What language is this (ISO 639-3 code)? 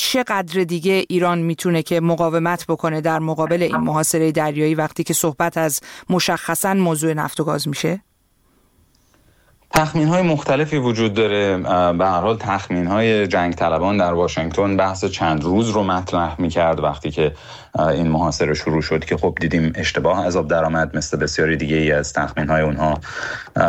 fas